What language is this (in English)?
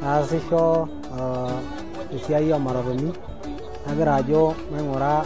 Masai